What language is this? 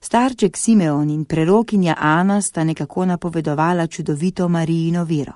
Slovenian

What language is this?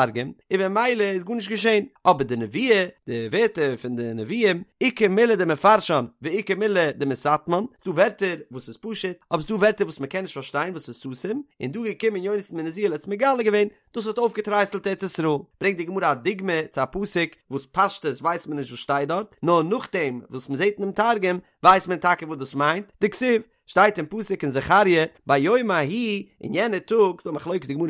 Yiddish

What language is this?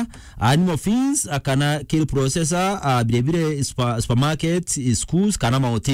Meru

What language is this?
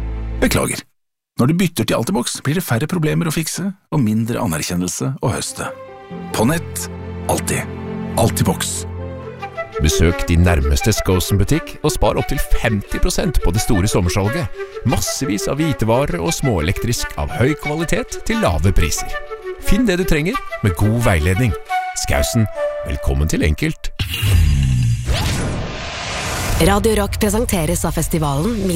Norwegian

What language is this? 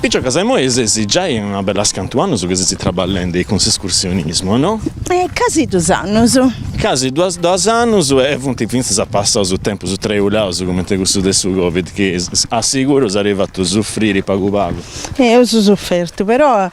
Sardinian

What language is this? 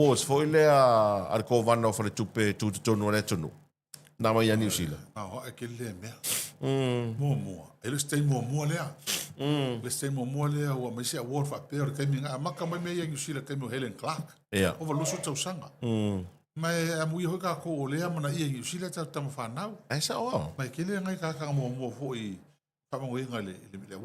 Samoan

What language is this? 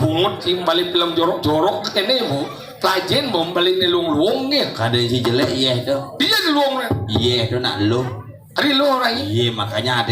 Balinese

